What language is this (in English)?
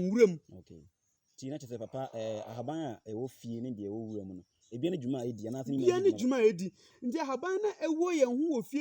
Akan